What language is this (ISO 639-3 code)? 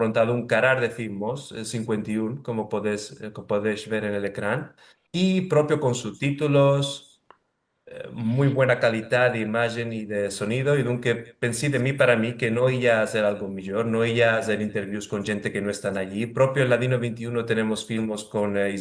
lad